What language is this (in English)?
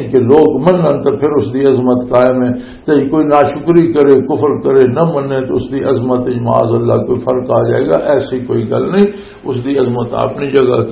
Western Panjabi